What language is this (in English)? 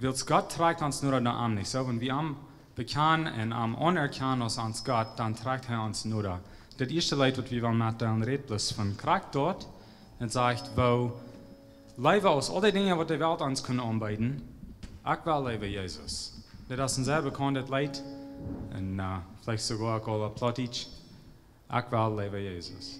Plautdietsch